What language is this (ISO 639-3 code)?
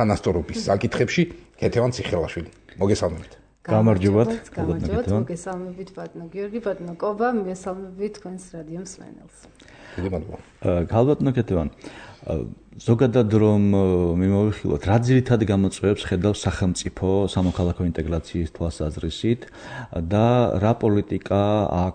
kat